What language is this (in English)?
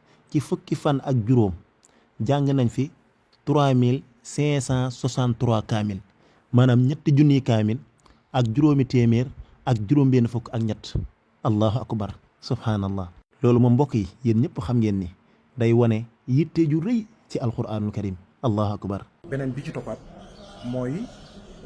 Wolof